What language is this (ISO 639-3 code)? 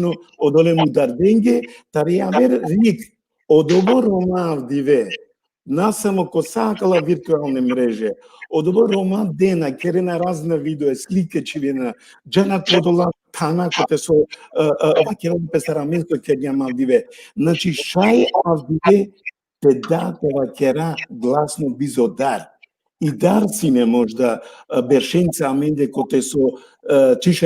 rmn